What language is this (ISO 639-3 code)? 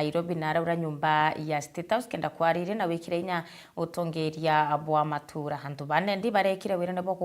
mer